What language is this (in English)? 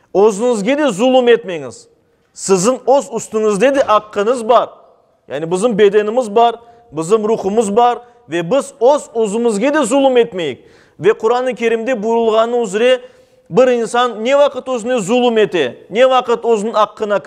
Crimean Tatar